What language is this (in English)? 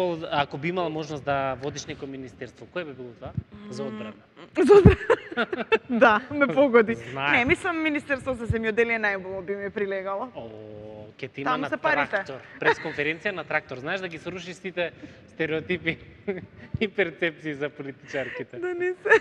Macedonian